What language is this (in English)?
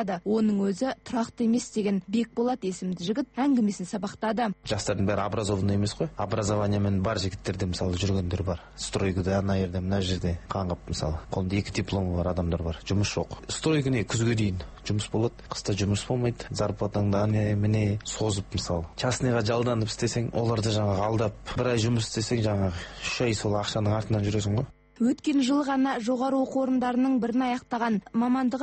Kazakh